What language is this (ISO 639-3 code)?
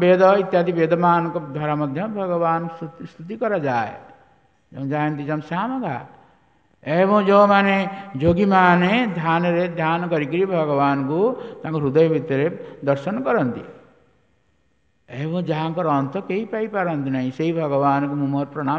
ori